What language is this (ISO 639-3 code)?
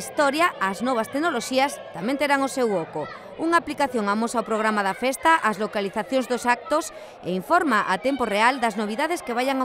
glg